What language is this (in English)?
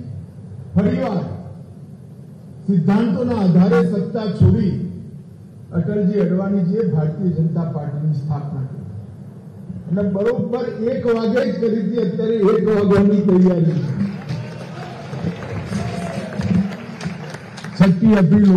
Gujarati